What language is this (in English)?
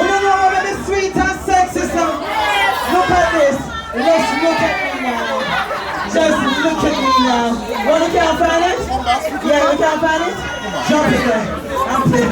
Jamaican Creole English